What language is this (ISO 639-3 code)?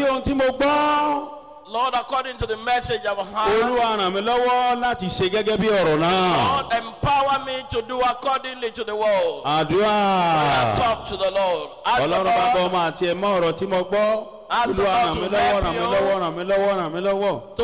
yor